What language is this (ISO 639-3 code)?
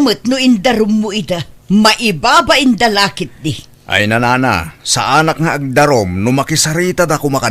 ilo